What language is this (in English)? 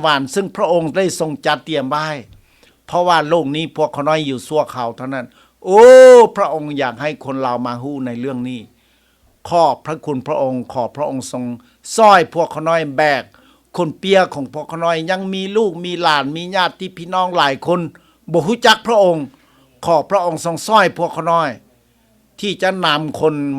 Lao